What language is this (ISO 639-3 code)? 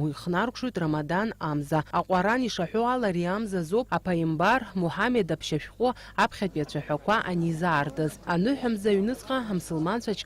abk